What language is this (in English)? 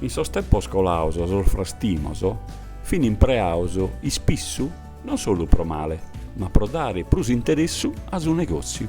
Sardinian